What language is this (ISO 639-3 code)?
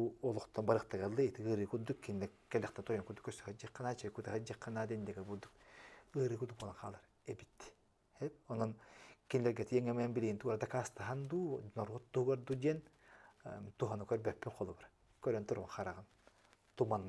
sah